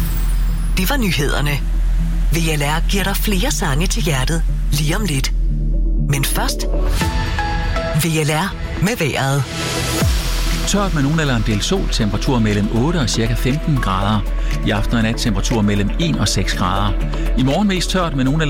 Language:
Danish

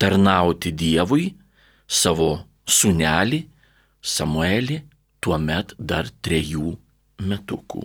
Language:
Lithuanian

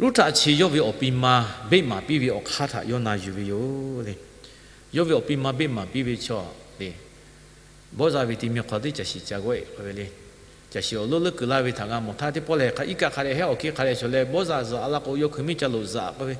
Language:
Lahu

